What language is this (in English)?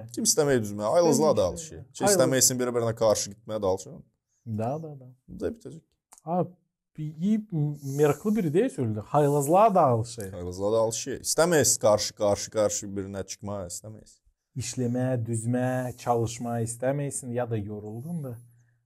Gagauz